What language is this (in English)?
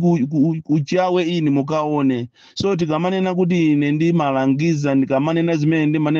Nyanja